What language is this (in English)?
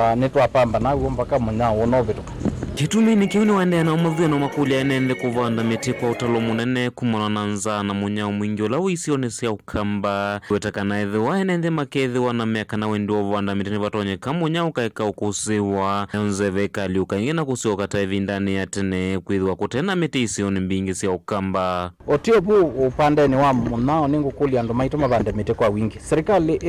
Kamba